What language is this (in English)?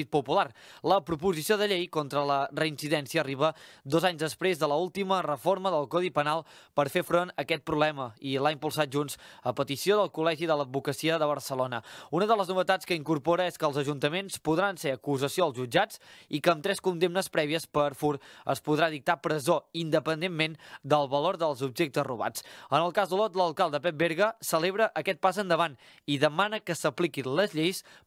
Catalan